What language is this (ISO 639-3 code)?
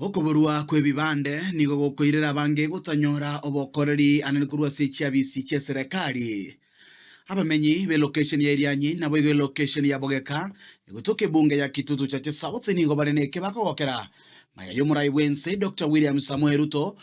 guz